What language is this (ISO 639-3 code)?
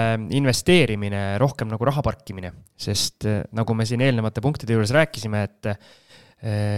est